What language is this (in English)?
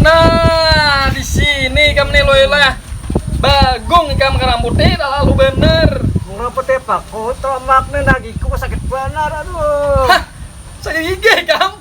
Banjar